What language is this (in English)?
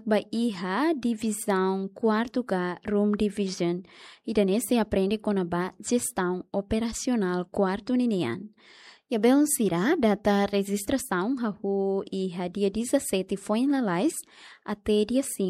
Tetum